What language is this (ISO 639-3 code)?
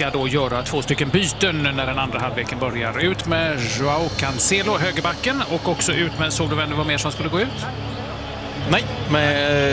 swe